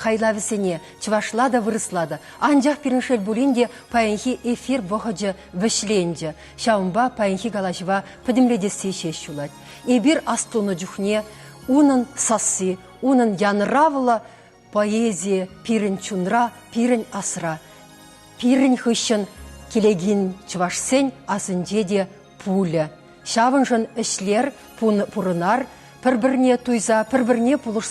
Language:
Chuvash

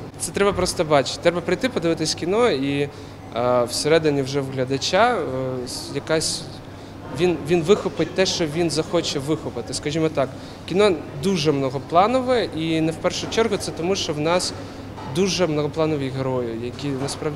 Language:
Ukrainian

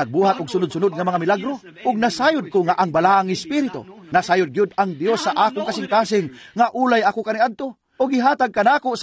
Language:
Cebuano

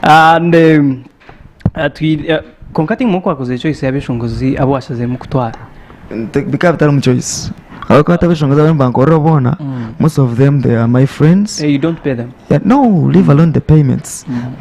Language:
Nyankole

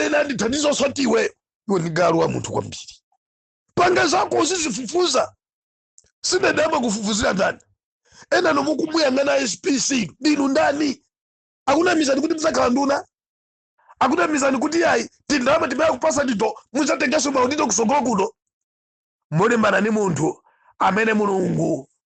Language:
Nyanja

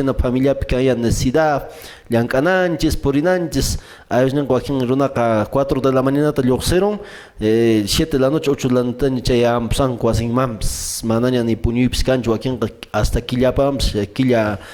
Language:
Quechua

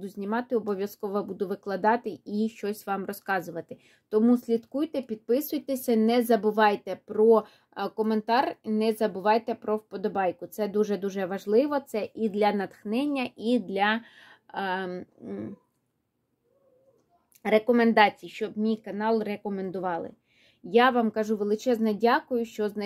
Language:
Ukrainian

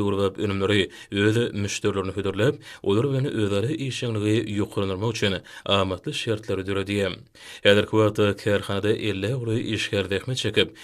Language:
Turkmen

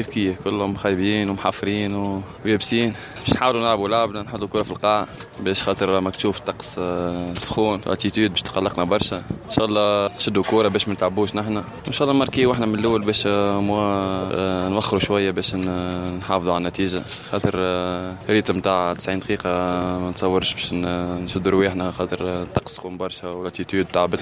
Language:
Tunisian Arabic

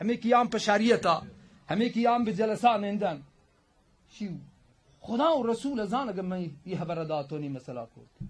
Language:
Baluchi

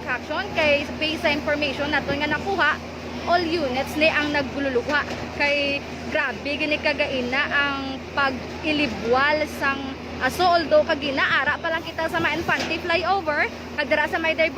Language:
Hiligaynon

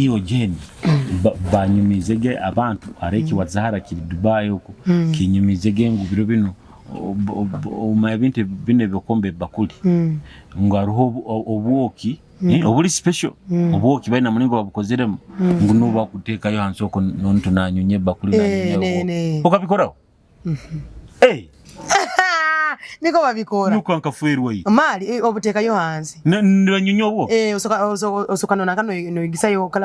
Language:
Nyoro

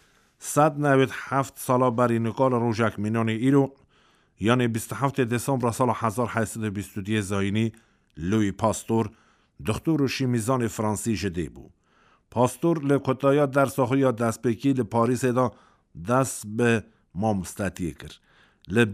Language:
Kurdish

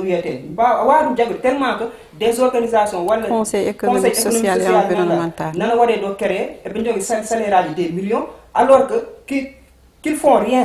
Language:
Fula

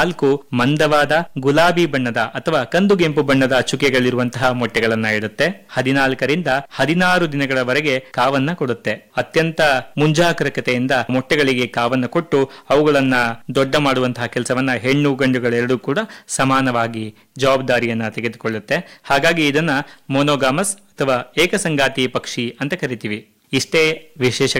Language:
Kannada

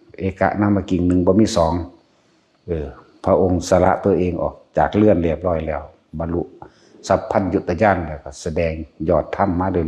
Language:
Northeastern Thai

